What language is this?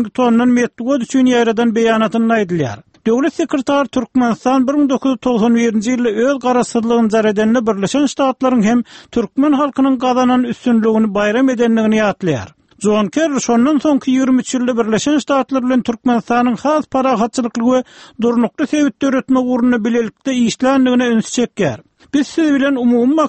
Turkmen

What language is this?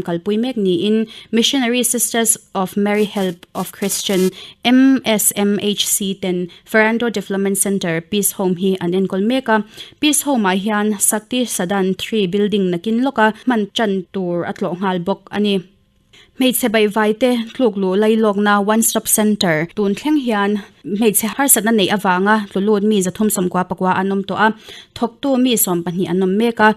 Mizo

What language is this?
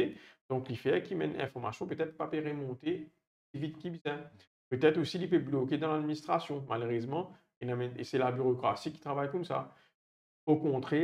Morisyen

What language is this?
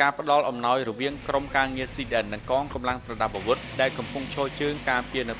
Khmer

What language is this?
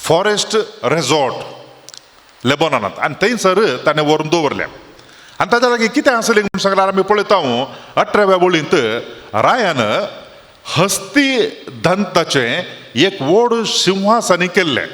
Konkani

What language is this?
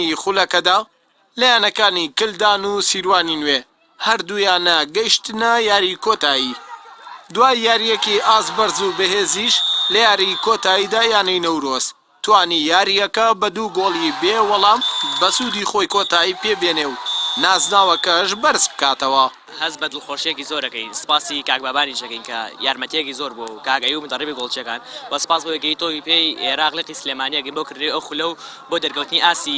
Central Kurdish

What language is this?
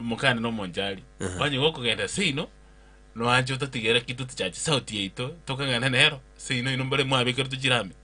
Gusii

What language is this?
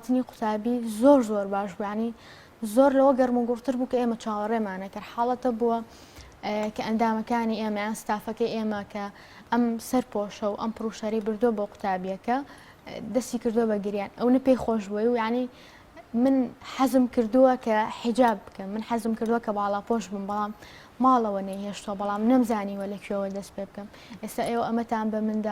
Central Kurdish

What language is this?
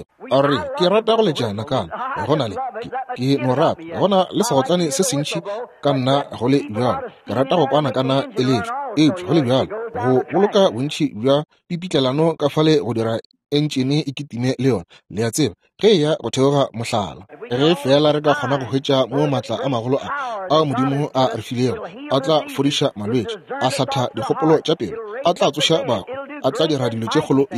Northern Sotho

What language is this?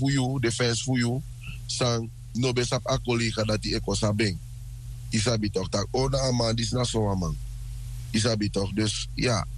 Sranan Tongo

